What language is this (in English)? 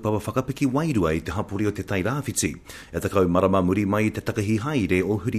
Māori